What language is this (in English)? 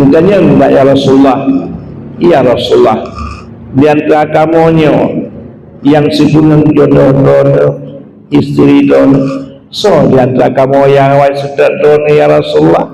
Achinese